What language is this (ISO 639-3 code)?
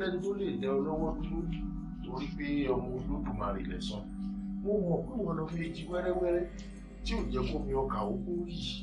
yor